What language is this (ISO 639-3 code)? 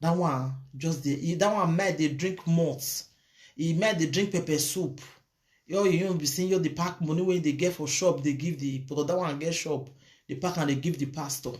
pcm